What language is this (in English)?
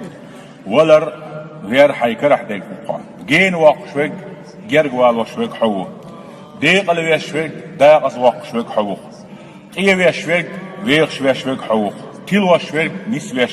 Chechen